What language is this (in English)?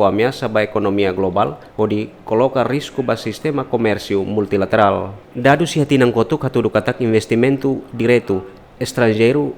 Tetum